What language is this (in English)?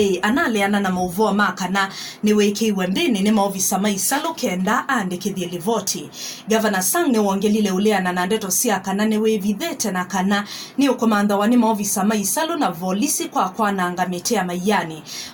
Kamba